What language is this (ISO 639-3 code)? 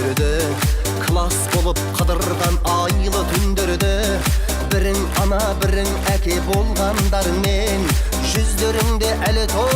kaa